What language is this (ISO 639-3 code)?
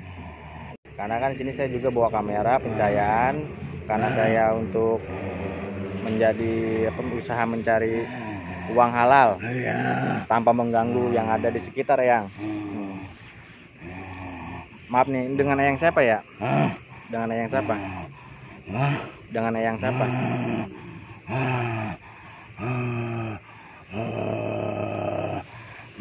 ind